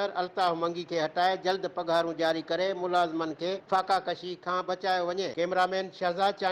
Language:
Sindhi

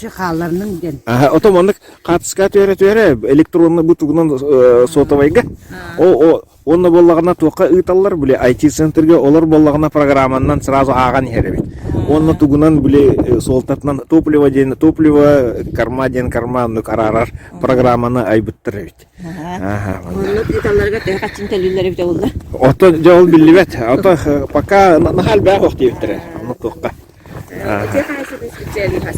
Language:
Yakut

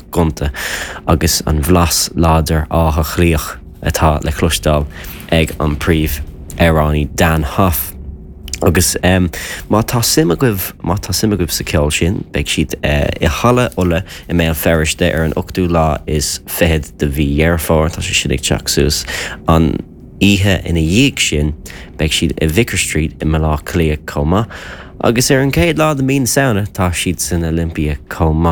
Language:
Irish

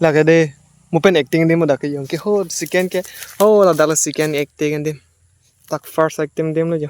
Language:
Karbi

